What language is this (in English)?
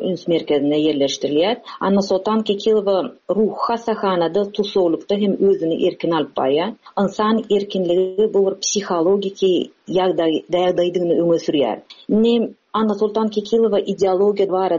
Turkmen